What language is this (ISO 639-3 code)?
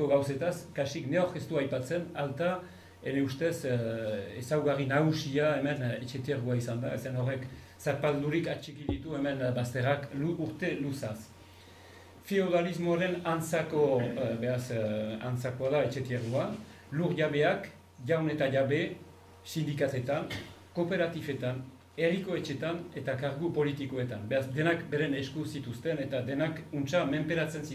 eus